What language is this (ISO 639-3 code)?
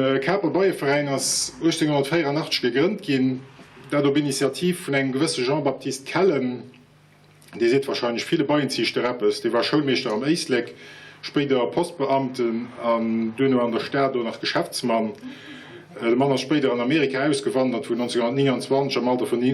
ltz